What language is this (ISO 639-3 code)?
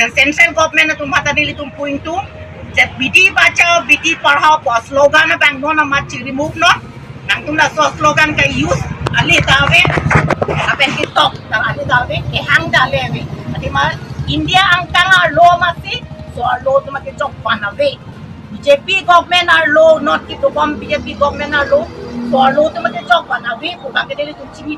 mjw